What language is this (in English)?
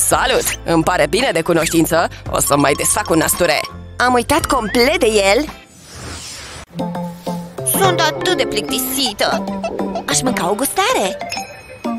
Romanian